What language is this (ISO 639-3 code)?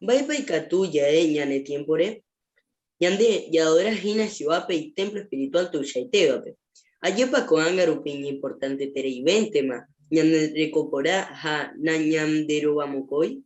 grn